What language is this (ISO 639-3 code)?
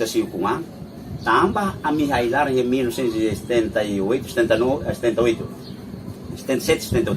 tet